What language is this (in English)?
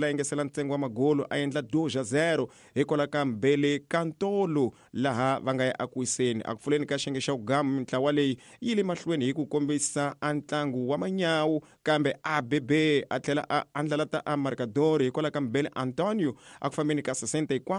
Tsonga